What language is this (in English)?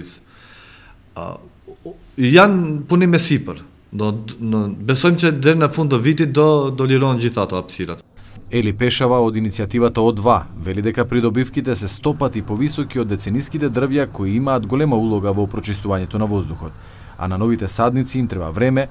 Macedonian